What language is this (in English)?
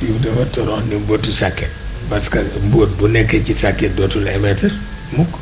Wolof